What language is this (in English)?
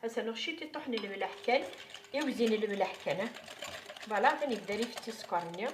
Kabyle